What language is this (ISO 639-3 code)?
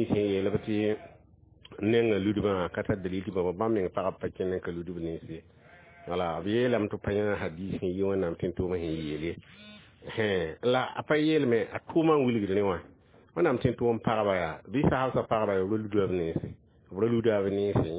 mos